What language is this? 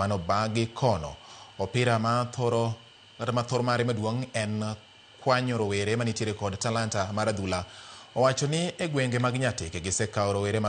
Luo (Kenya and Tanzania)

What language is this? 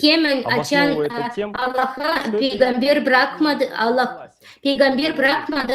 Gagauz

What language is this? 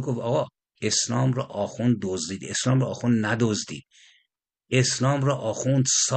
Persian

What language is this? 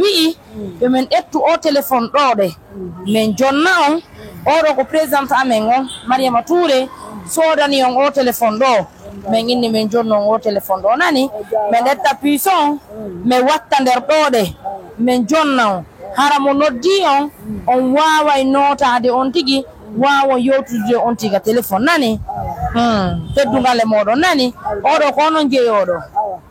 Pular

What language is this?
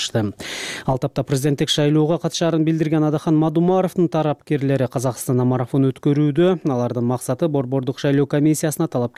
Kyrgyz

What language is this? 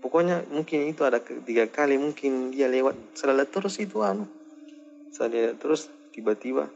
Makassar Malay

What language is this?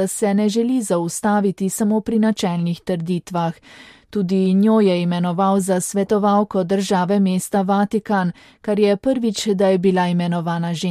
Slovenian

